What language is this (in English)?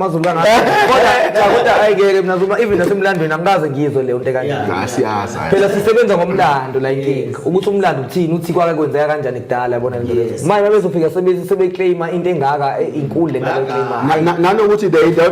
Zulu